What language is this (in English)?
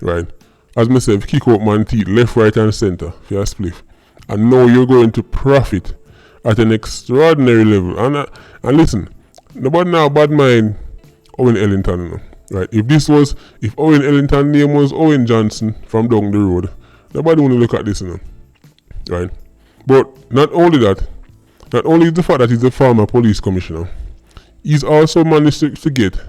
Jamaican Creole English